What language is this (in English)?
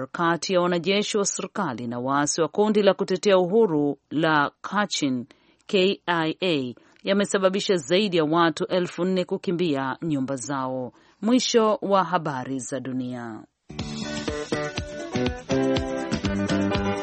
Swahili